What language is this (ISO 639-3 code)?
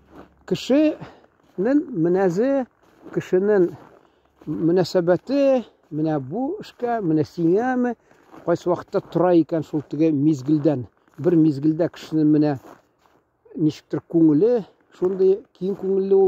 tat